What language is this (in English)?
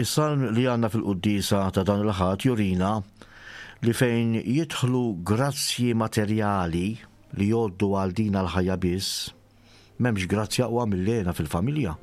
Maltese